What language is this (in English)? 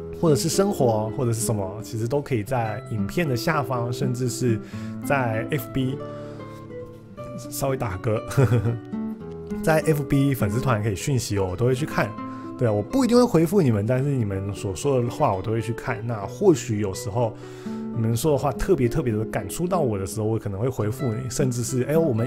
Chinese